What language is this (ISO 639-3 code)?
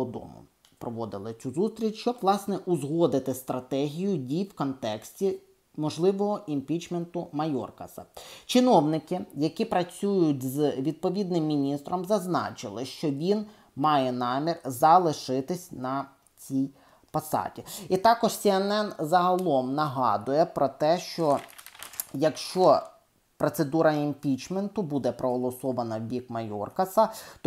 ukr